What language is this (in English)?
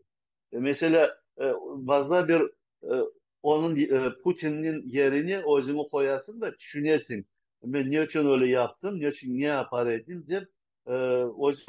Crimean Tatar